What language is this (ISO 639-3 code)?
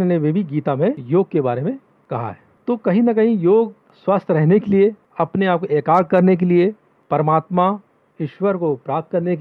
hin